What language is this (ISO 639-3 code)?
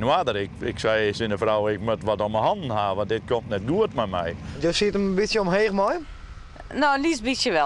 fry